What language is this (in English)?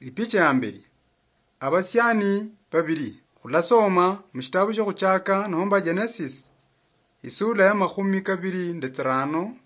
Luyia